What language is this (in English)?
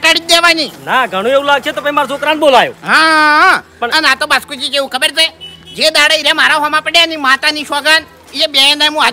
Gujarati